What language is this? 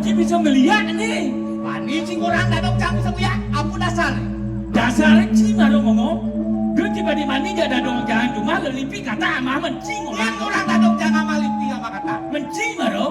Balinese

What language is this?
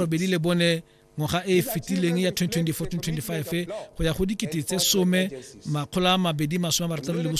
Tswana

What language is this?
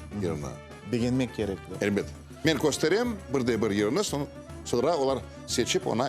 Crimean Tatar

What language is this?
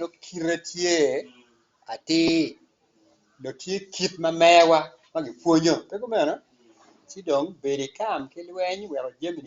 Acoli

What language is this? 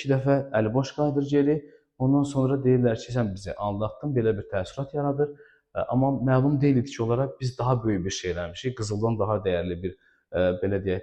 Azerbaijani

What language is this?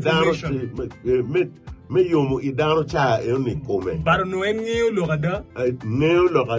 Acoli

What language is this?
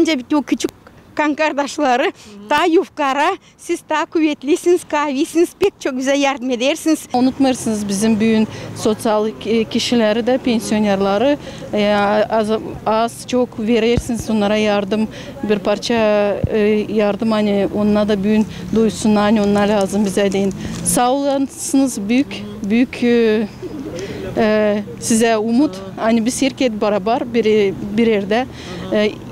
Gagauz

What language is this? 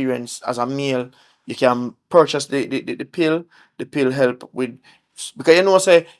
Jamaican Creole English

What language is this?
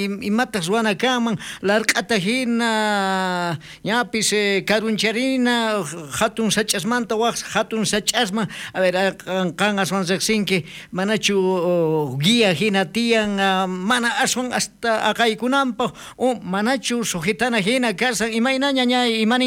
South Bolivian Quechua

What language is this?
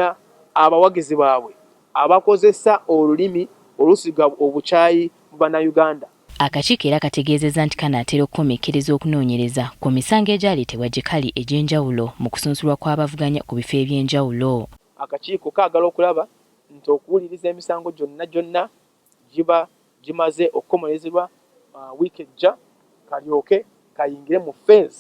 Ganda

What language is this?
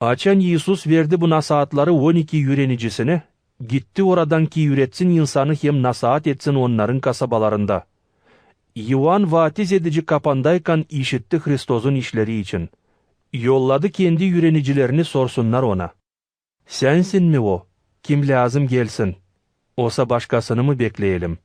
Gagauz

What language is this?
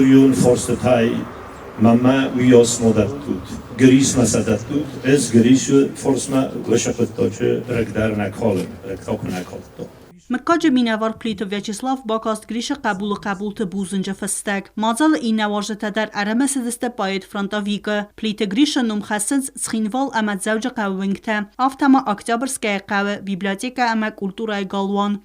Ossetic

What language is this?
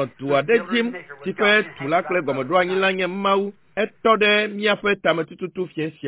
Ewe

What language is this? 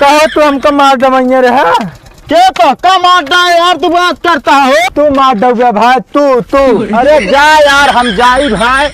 Awadhi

